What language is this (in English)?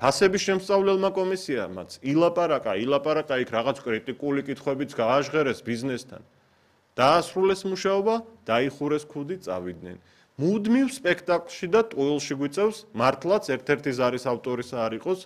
Georgian